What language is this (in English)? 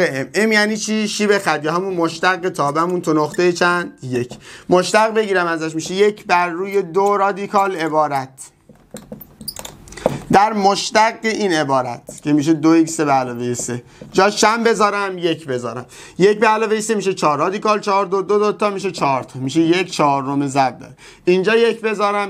Persian